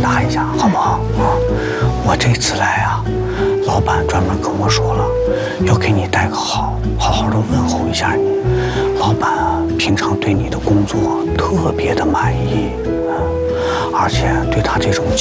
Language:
Chinese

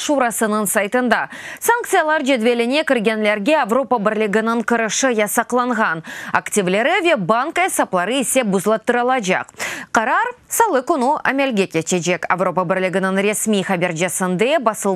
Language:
Crimean Tatar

